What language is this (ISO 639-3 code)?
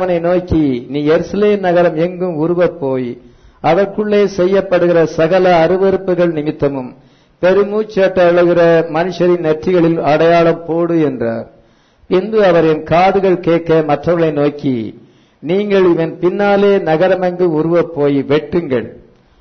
tam